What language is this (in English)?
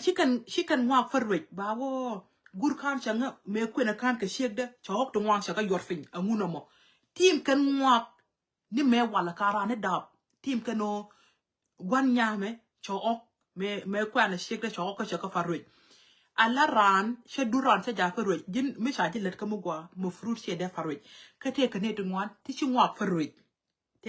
Nuer